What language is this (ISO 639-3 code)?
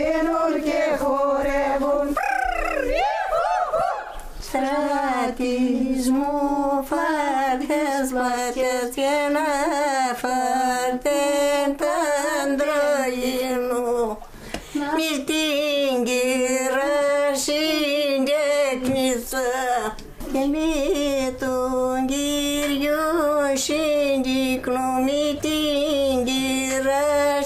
ell